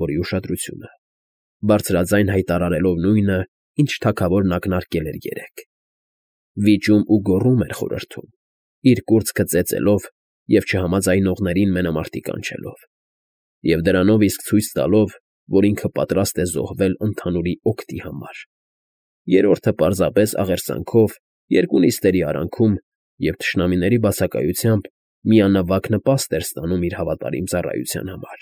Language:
Armenian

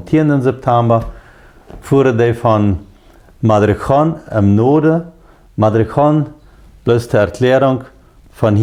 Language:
Plautdietsch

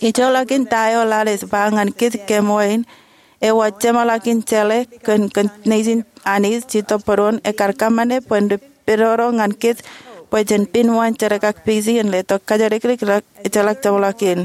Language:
Marshallese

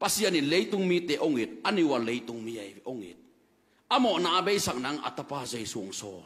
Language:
Tedim Chin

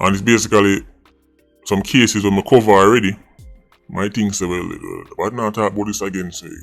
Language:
Jamaican Creole English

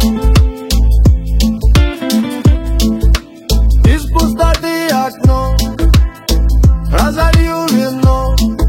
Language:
Russian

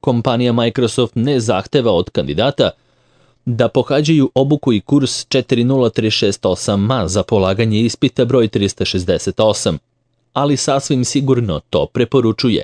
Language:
Serbian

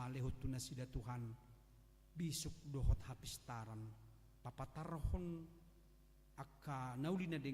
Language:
Batak Toba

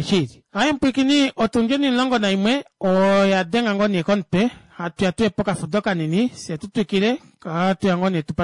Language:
Kuanyama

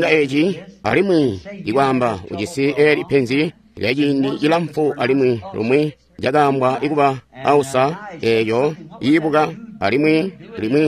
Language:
Tonga (Zambia)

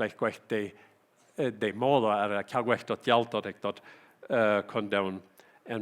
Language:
Plautdietsch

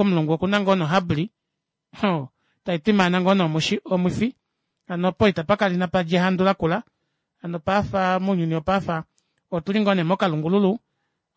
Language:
Kuanyama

